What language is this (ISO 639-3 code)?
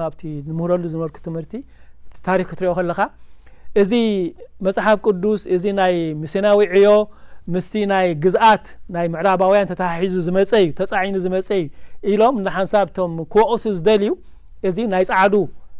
tir